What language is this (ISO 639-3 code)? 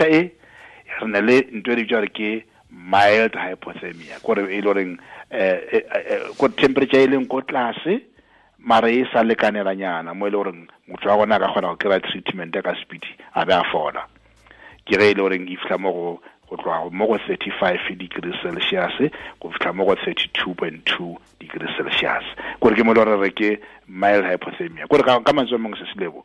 tsn